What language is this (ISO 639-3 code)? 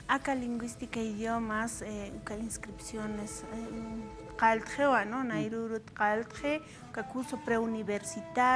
aym